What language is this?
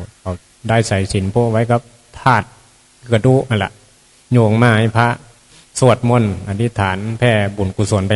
Northeastern Thai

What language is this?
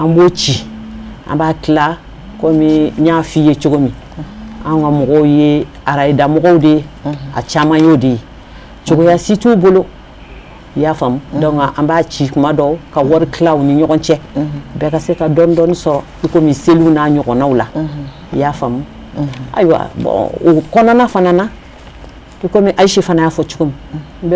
Bambara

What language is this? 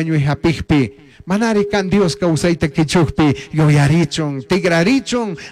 Chimborazo Highland Quichua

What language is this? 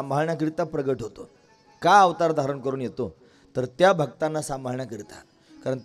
Marathi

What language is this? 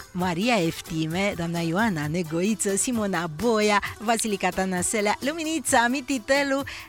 Romanian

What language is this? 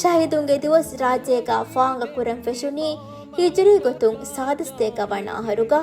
Divehi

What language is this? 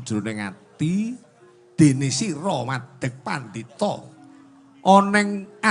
Javanese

